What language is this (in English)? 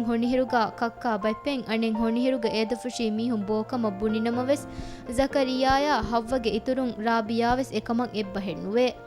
Divehi